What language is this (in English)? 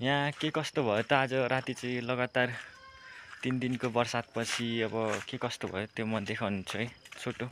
Nepali